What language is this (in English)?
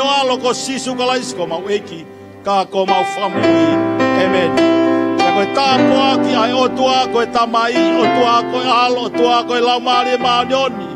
Tongan